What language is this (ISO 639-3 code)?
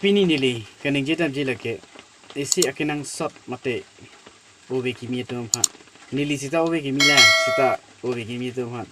mjw